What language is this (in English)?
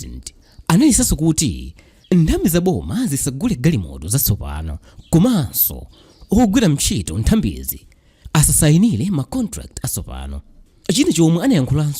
Nyanja